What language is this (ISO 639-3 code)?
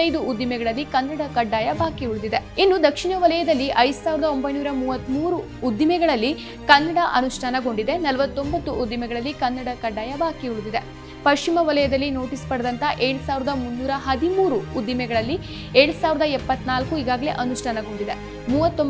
kan